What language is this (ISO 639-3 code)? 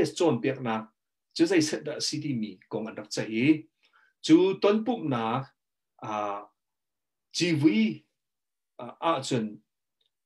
cnh